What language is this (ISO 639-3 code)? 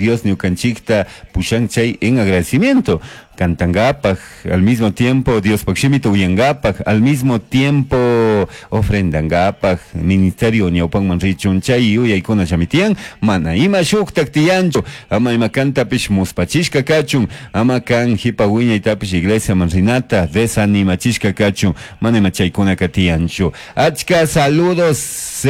qug